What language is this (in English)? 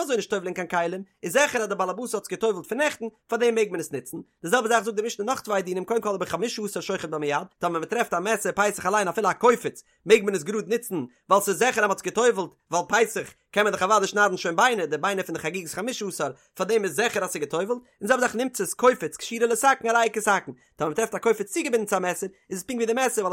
Yiddish